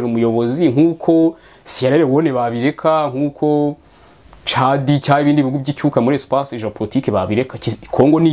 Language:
Kinyarwanda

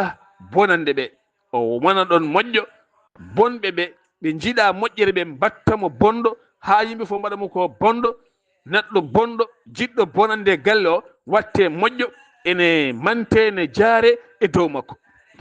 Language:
Fula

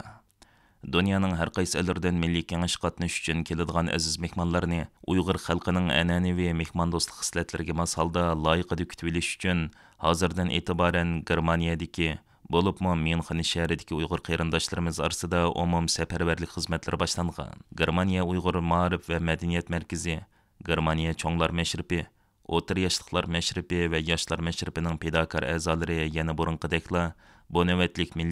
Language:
Uyghur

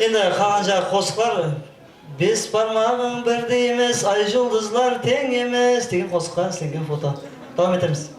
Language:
Kara-Kalpak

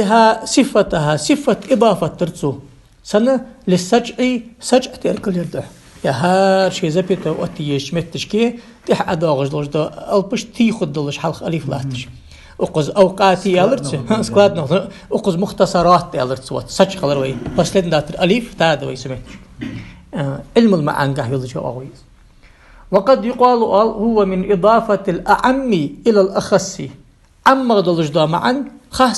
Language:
Ingush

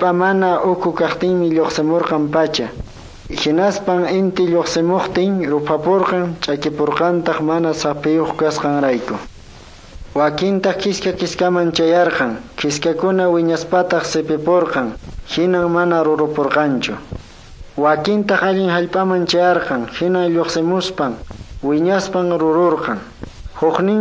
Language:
Quechua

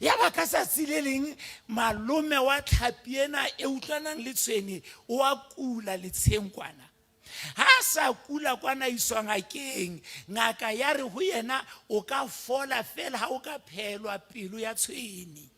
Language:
Southern Sotho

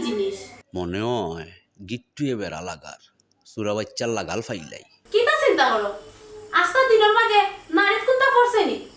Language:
Sylheti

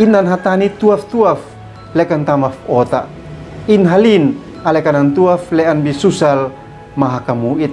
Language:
Uab Meto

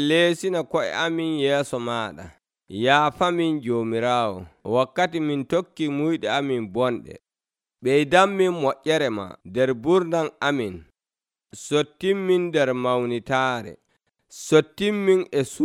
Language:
Nigerian Fulfulde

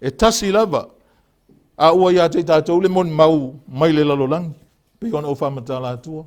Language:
Samoan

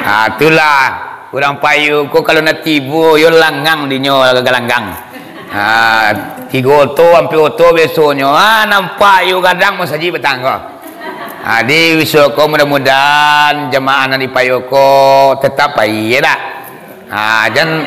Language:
Minangkabau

